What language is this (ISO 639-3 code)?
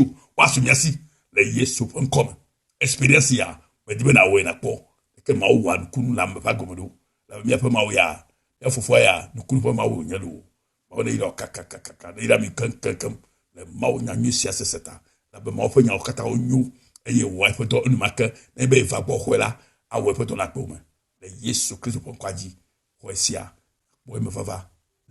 ewe